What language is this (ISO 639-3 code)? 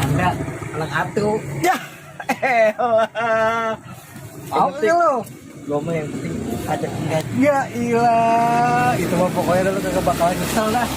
bew